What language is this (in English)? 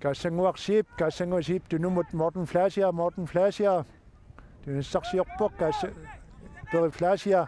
Kalaallisut